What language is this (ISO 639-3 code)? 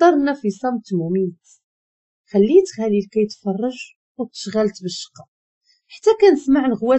ary